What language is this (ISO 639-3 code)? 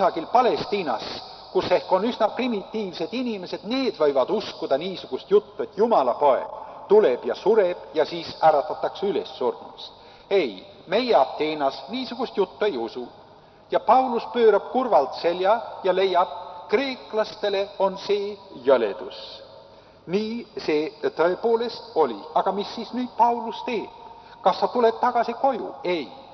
est